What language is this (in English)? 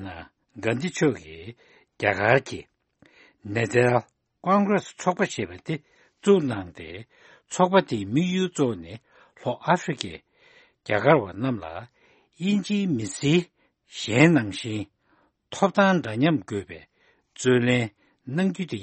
Tibetan